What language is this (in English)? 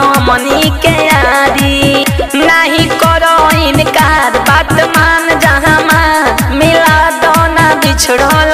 Bhojpuri